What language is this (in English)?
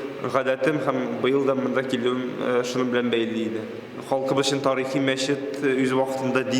Tatar